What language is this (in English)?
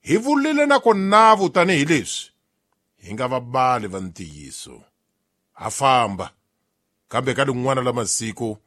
Tsonga